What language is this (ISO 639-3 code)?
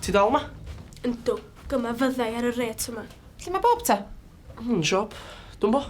cym